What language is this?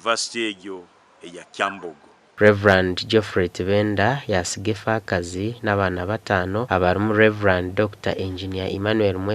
Nyankole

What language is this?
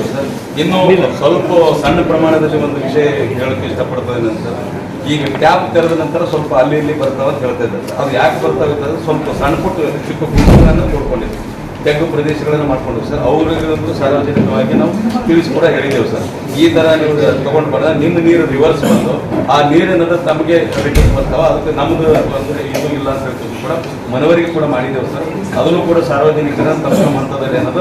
Kannada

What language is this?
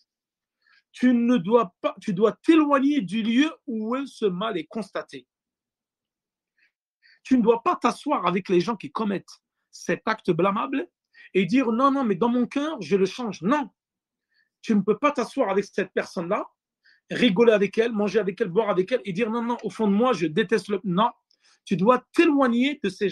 French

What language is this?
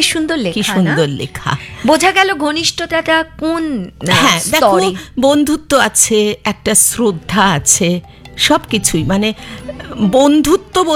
Bangla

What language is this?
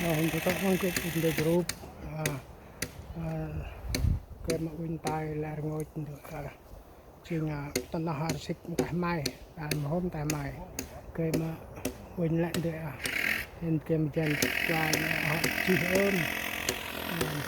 Central Mnong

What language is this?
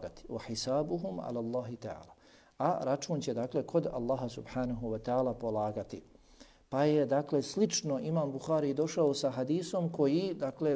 Bosnian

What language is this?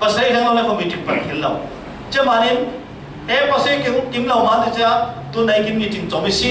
Falam Chin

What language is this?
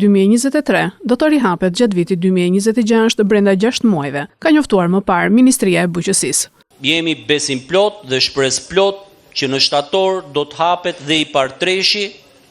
Albanian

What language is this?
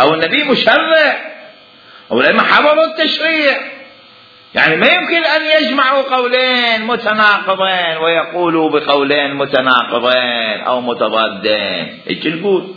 Mesopotamian Arabic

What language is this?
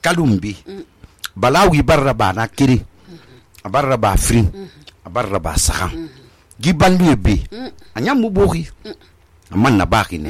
Susu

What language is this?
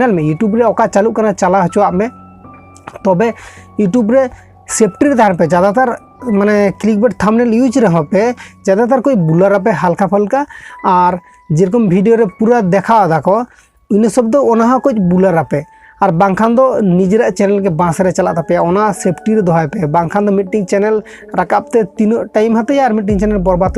Santali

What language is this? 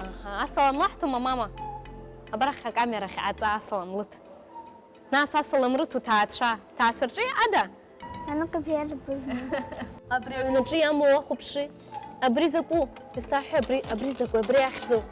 Abkhazian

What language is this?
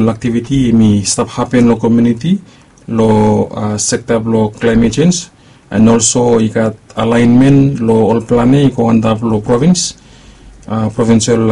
Bislama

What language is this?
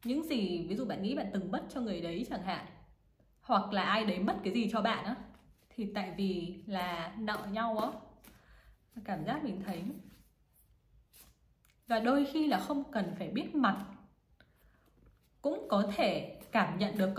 Vietnamese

